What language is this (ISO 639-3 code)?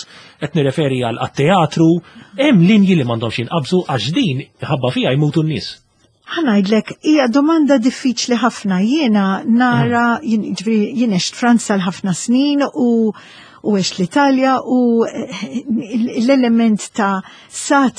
mlt